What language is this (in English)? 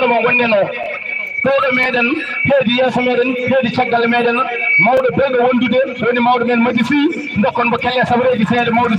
Fula